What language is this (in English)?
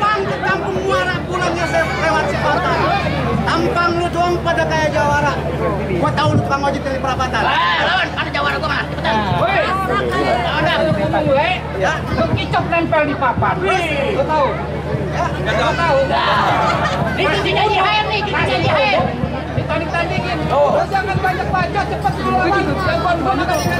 Betawi